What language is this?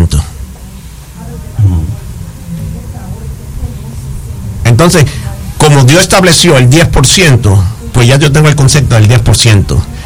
Spanish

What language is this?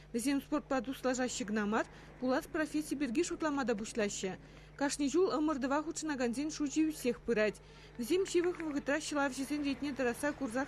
Chuvash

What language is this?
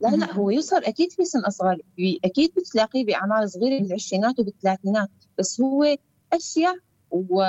North Levantine Arabic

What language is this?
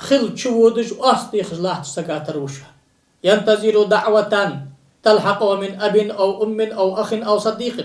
Ingush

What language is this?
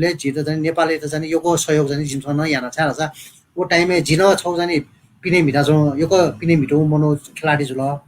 Newari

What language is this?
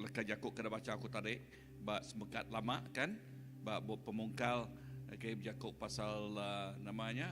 Iban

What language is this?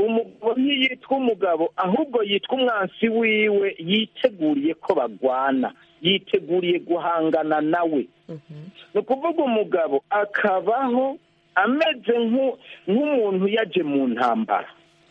Kinyarwanda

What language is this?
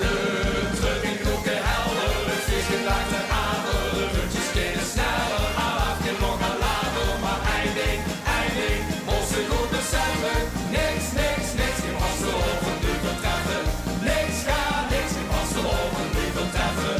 Limburgish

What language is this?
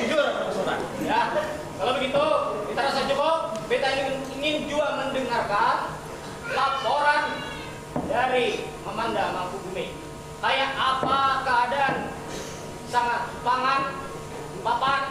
Banjar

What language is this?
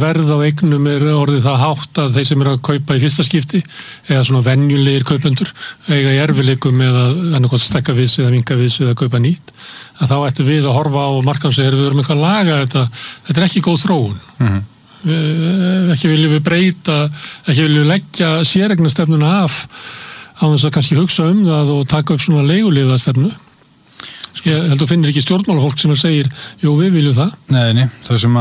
Icelandic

